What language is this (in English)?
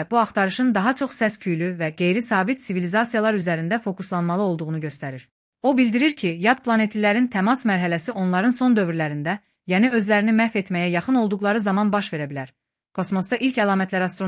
Azerbaijani